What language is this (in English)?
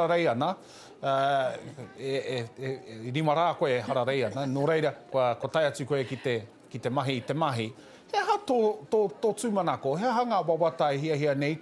Māori